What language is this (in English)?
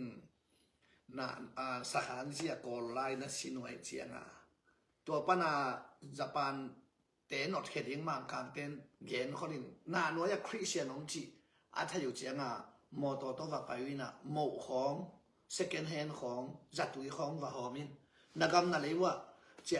Tedim Chin